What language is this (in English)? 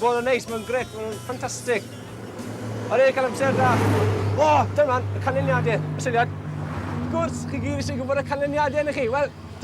Welsh